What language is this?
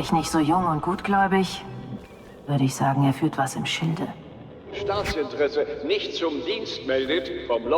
Bavarian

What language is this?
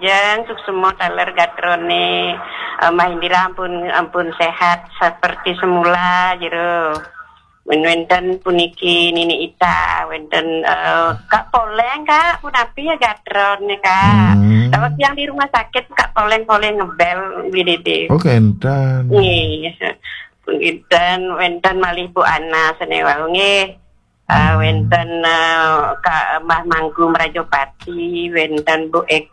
Balinese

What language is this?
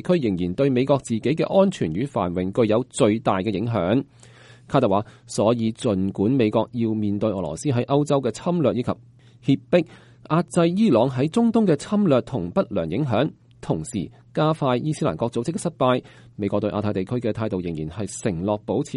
Cantonese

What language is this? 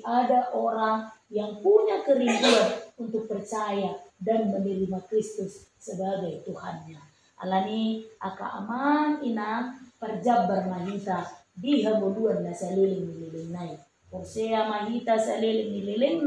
Batak Toba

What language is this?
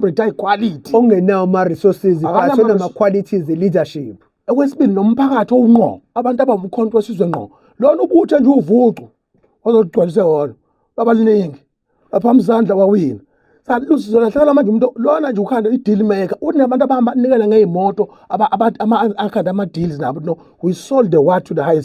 Zulu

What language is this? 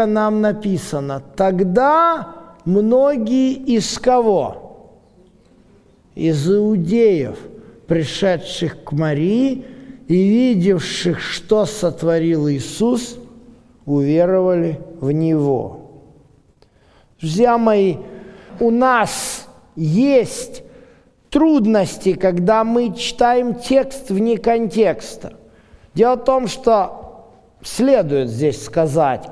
Russian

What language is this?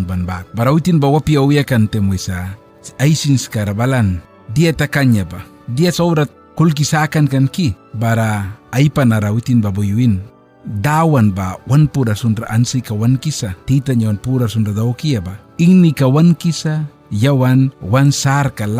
Mískito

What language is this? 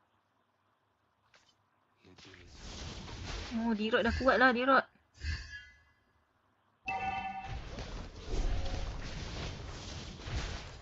Malay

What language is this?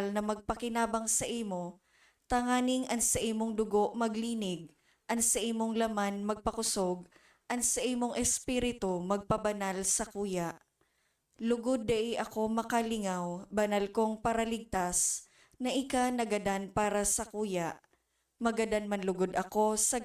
Bikol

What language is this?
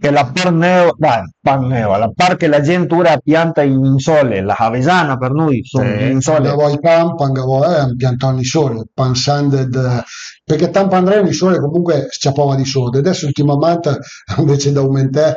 Piedmontese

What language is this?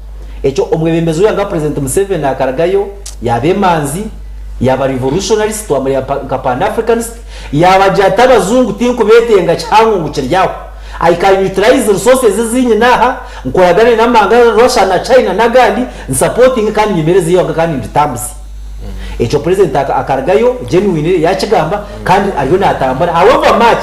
Nyankole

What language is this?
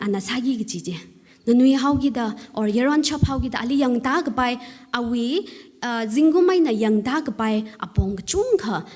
Tangkhul Naga (India)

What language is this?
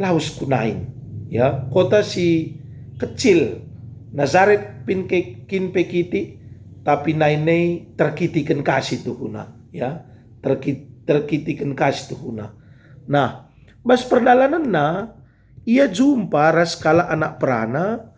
Batak Karo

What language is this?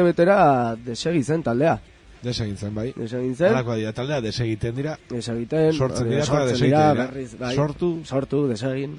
Basque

